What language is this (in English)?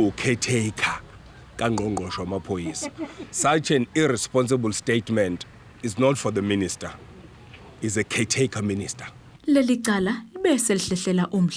Zulu